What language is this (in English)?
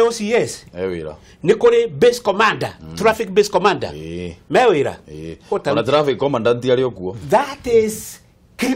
Kikuyu